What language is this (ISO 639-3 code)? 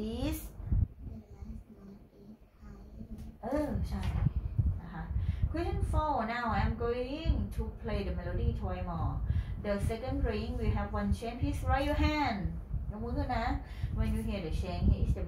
tha